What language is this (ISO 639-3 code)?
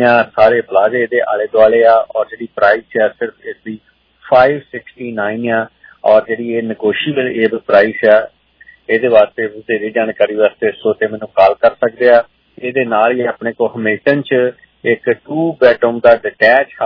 pan